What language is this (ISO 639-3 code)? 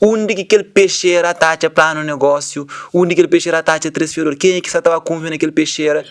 kea